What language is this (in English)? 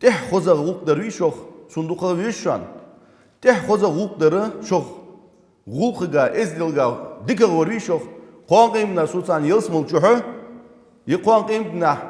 Ingush